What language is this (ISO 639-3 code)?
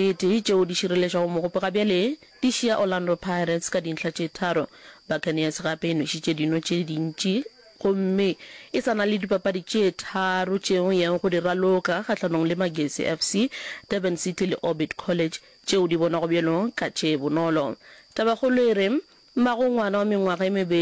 nso